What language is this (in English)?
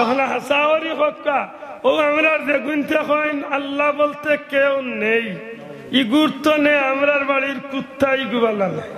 Sylheti